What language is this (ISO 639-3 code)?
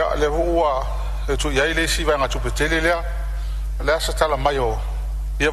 smo